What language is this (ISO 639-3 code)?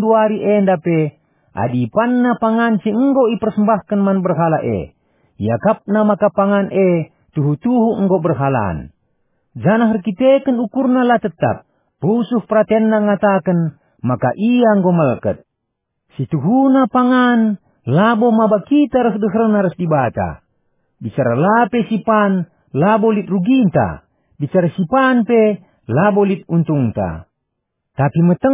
btx